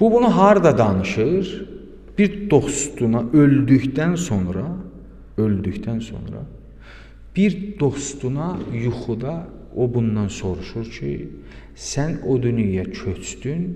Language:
Azerbaijani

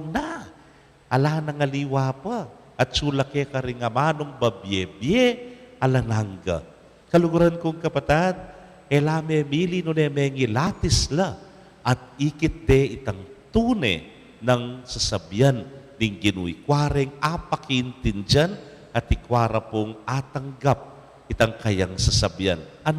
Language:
Pampanga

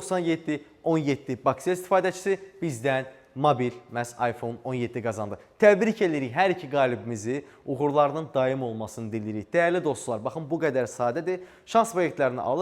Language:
Azerbaijani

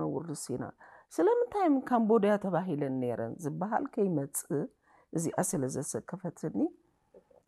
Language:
Tigrinya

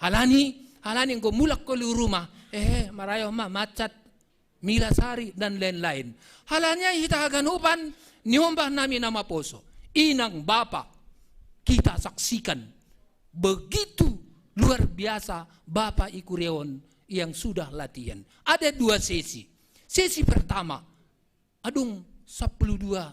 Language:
Batak Simalungun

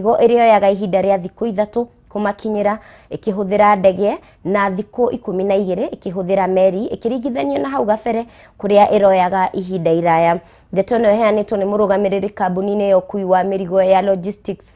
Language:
Kikuyu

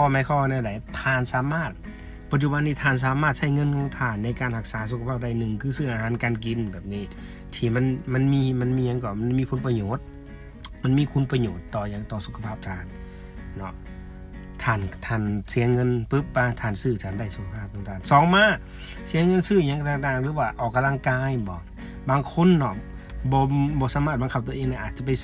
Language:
Lao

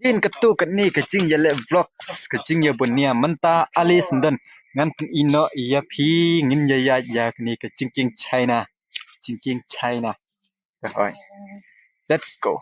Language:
Khasi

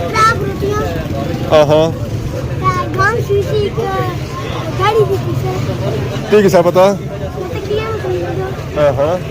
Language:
Pahari-Potwari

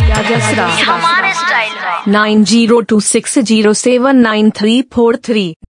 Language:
Bhojpuri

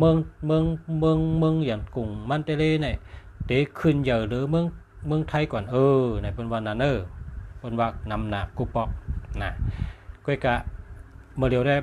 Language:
Shan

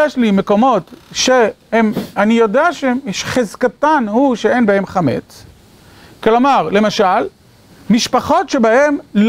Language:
Hebrew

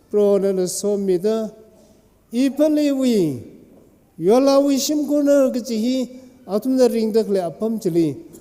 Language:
Tangkhul Naga (India)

